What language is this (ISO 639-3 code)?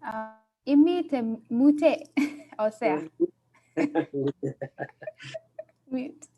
kln